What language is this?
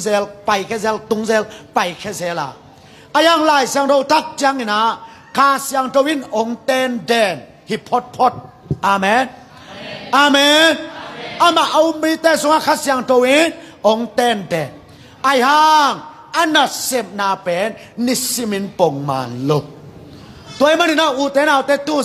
Tedim Chin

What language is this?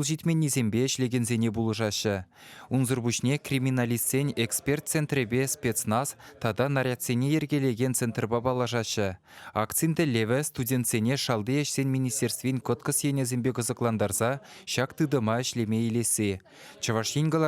Chuvash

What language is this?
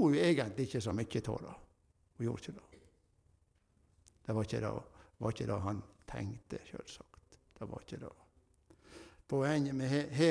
Norwegian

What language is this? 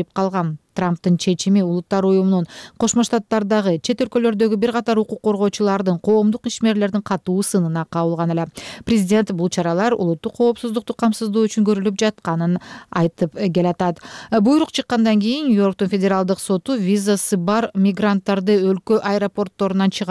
Kyrgyz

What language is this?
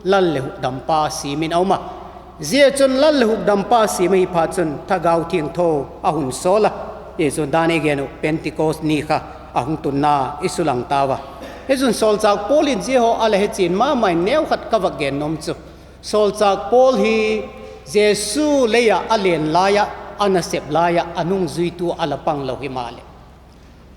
Vaiphei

